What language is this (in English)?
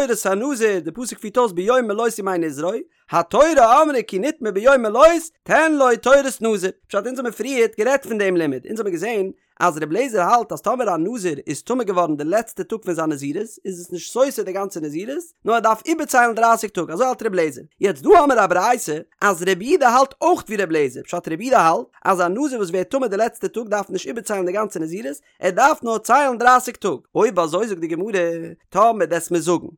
Yiddish